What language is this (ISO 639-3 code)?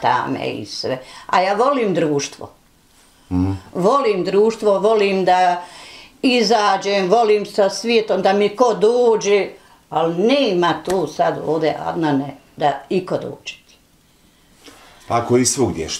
bos